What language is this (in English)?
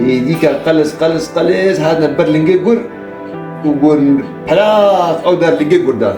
Kurdish